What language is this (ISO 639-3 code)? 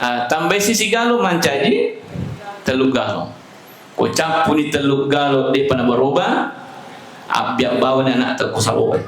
bug